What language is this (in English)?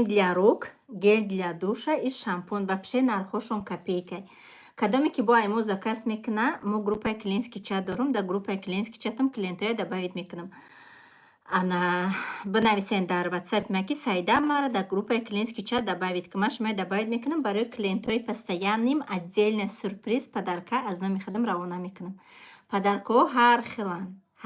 Tajik